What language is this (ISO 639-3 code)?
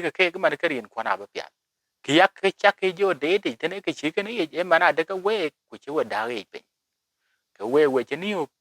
din